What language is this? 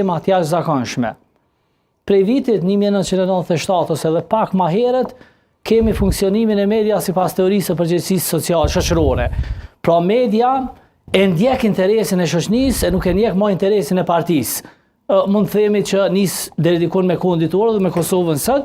Albanian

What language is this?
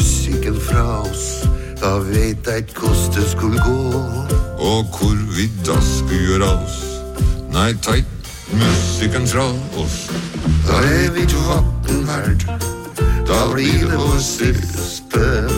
Norwegian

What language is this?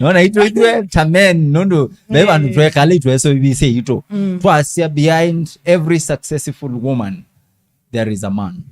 Kamba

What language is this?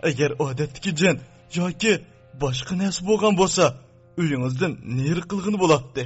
Uyghur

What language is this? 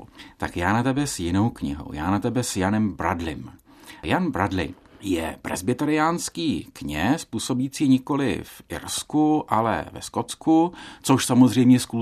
Czech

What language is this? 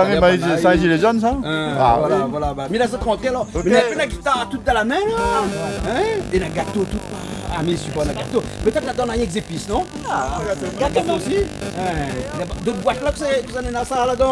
Réunion Creole French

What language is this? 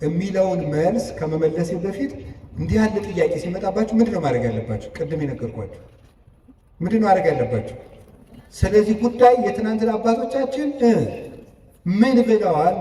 Amharic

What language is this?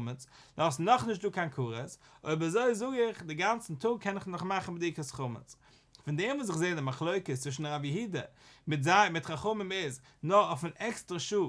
Yiddish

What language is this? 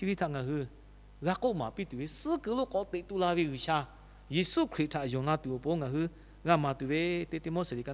Lahu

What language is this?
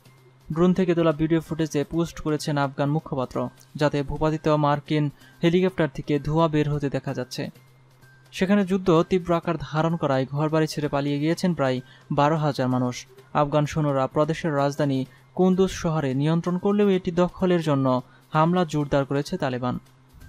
Bangla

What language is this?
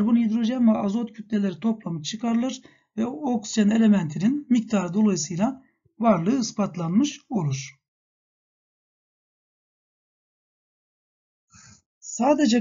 Turkish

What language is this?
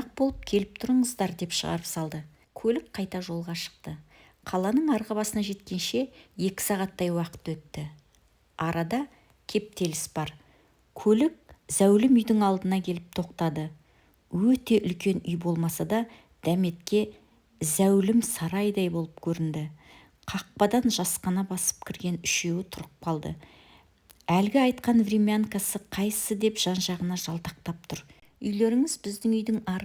Kazakh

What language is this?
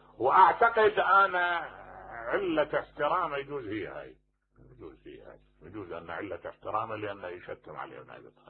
Mesopotamian Arabic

